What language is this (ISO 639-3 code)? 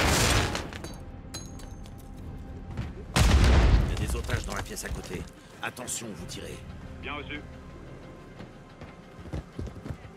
fra